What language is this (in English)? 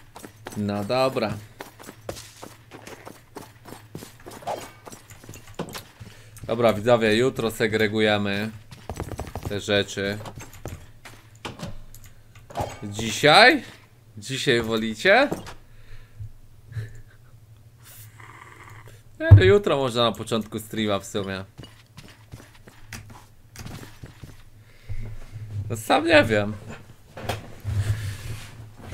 Polish